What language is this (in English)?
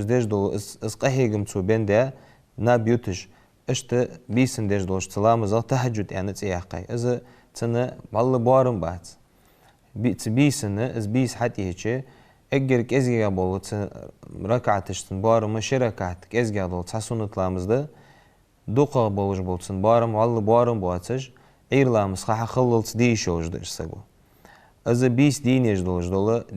Ingush